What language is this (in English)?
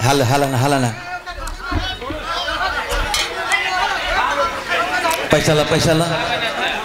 Bhojpuri